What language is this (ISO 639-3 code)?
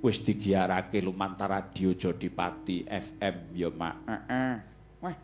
jav